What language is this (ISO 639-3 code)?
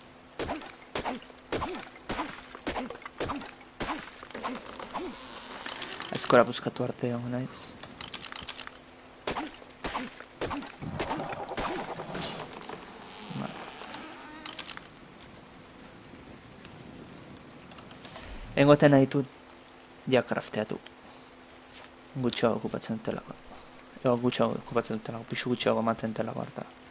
eus